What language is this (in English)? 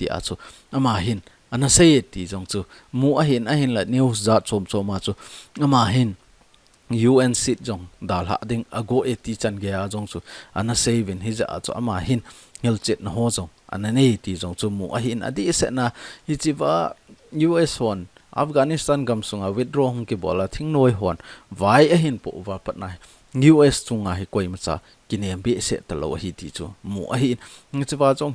Thado Chin